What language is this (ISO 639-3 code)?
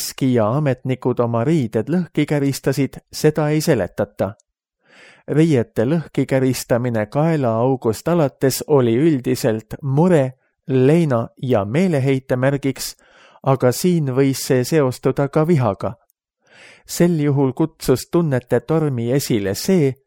est